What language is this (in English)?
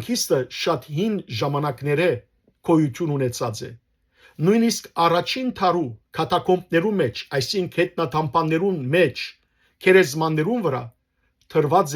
Western Armenian